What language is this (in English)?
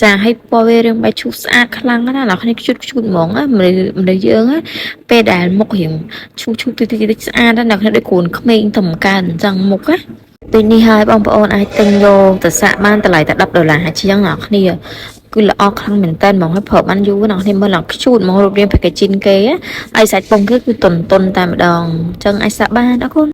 Khmer